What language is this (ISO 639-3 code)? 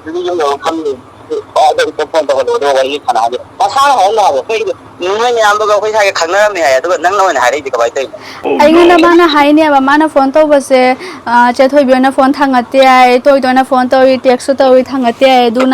mni